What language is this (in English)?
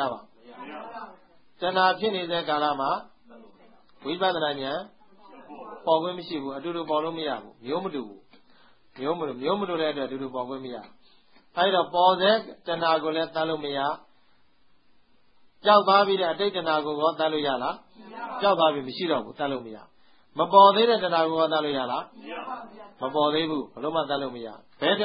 Burmese